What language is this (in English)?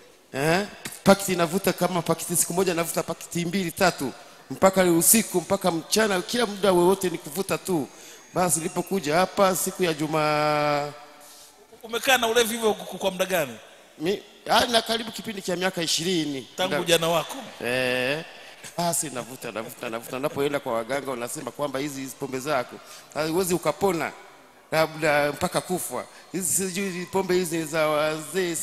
Swahili